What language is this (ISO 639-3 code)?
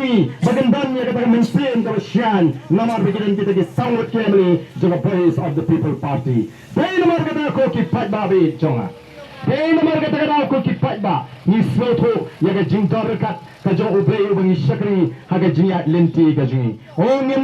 kha